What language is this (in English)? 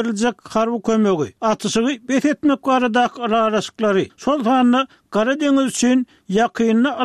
Turkmen